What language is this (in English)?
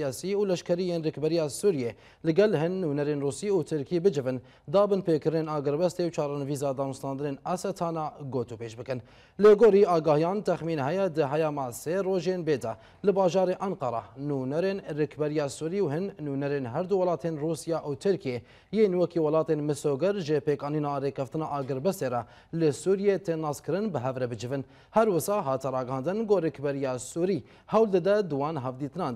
Kurdish